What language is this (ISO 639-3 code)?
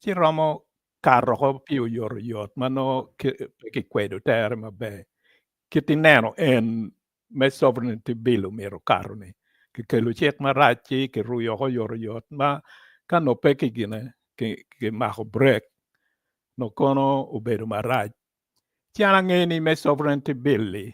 ach